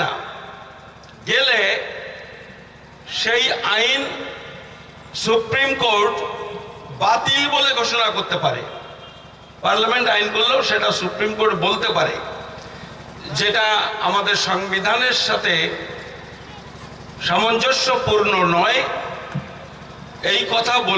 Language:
Bangla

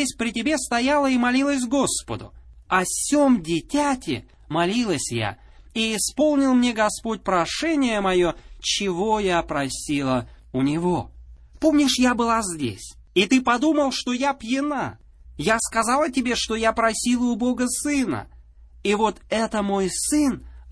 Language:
Russian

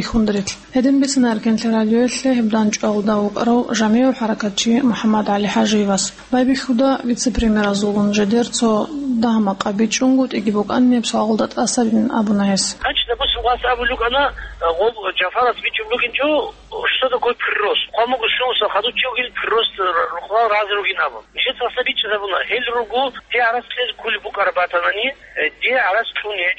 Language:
Avaric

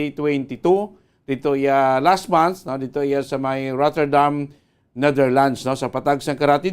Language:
Hiligaynon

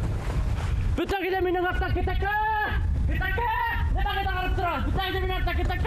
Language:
Bashkir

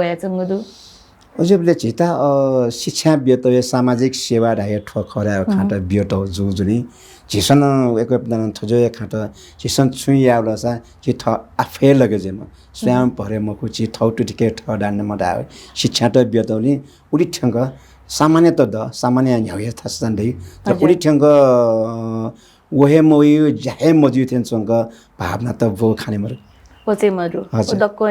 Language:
Newari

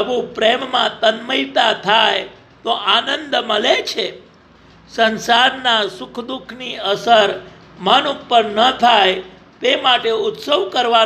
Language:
Gujarati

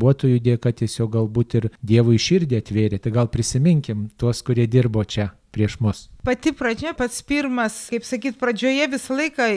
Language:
Lithuanian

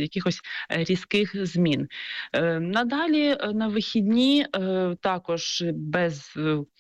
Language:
Ukrainian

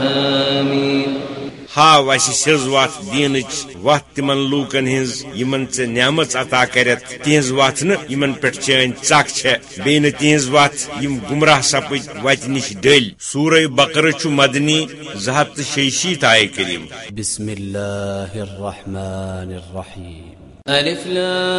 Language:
Kashmiri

